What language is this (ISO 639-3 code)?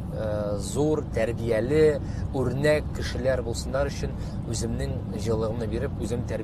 tat